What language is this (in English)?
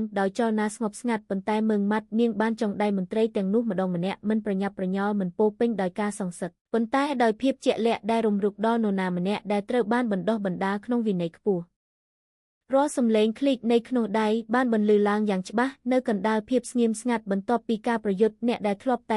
Khmer